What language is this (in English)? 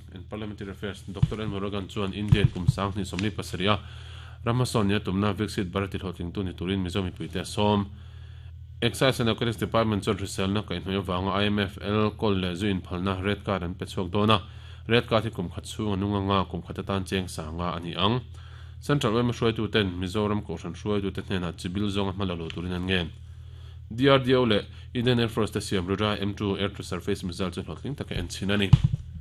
Mizo